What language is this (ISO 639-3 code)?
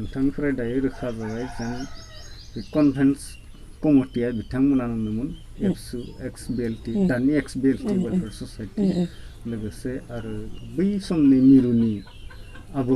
brx